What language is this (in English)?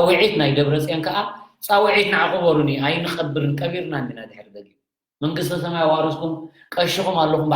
Tigrinya